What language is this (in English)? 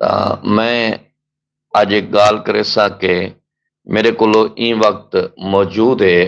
Saraiki